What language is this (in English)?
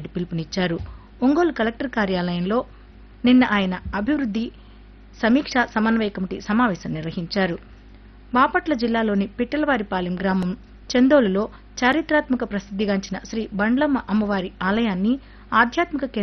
Telugu